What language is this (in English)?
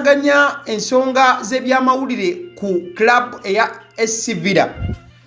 Ganda